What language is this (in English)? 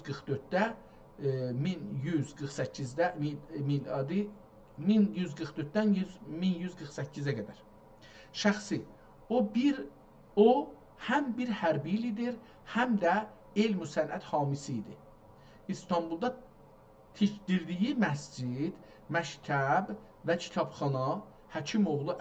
South Azerbaijani